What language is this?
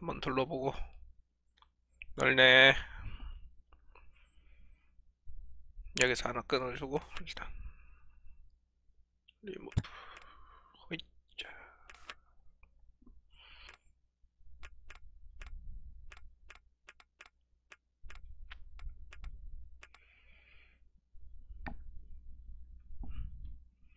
Korean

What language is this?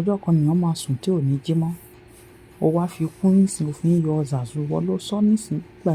Yoruba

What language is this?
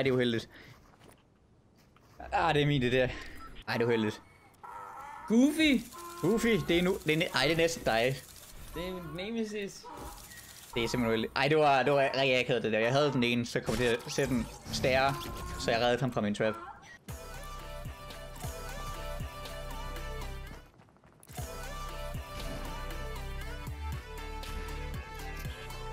Danish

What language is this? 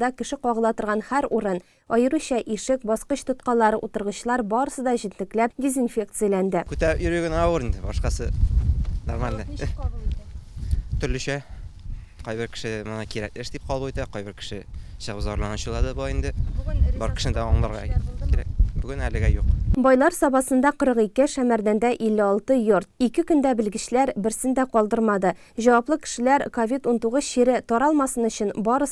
Tatar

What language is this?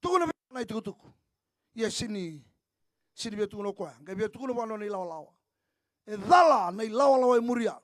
Fijian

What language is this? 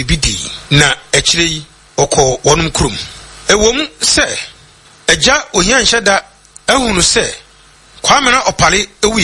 Akan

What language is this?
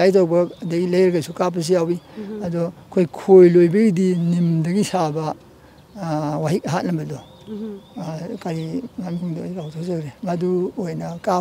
Manipuri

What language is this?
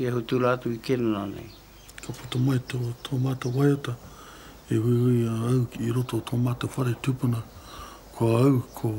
Māori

